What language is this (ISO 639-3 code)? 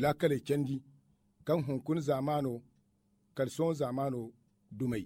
dje